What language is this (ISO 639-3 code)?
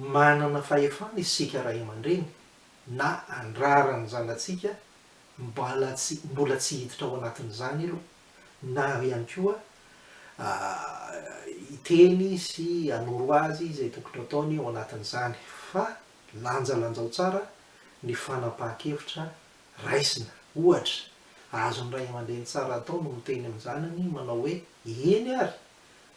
mlg